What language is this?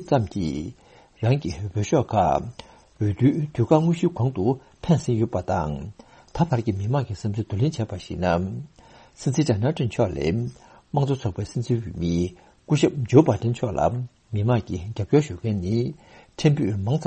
Tibetan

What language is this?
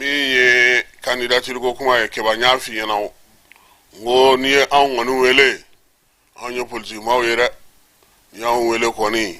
Bambara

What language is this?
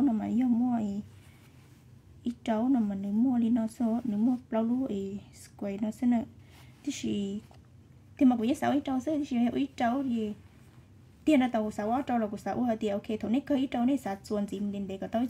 Vietnamese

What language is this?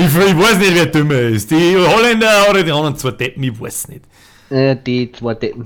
Bavarian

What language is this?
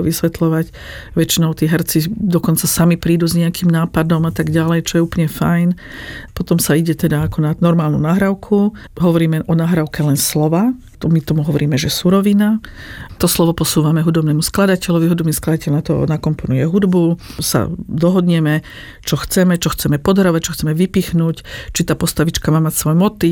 Slovak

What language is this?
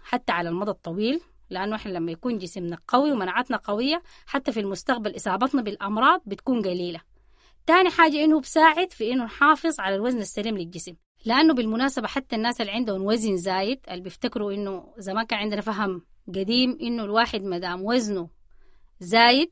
Sudanese Arabic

